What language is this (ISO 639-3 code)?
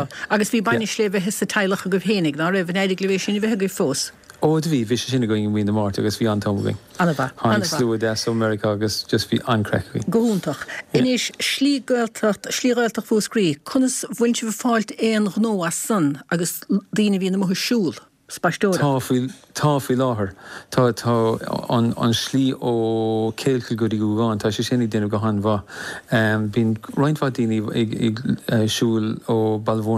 gle